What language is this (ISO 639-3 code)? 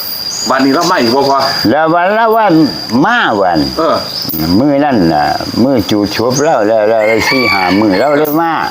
tts